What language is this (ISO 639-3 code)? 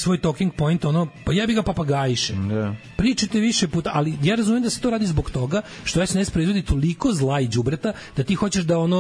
srp